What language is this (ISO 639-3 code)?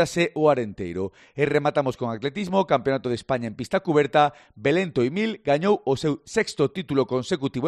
glg